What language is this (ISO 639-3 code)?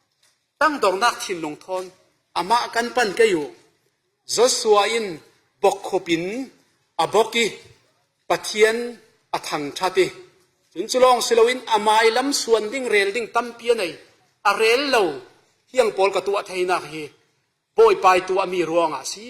cfm